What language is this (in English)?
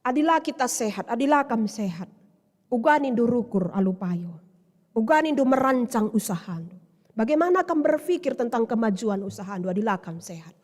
Batak Karo